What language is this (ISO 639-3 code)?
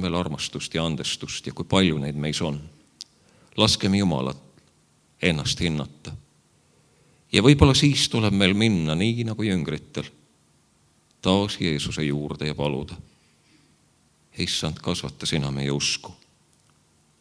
est